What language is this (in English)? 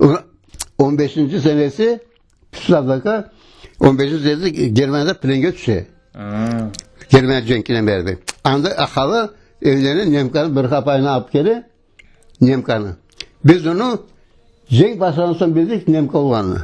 Crimean Tatar